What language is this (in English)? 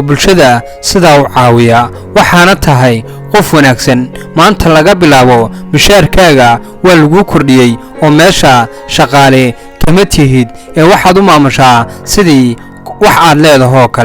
Somali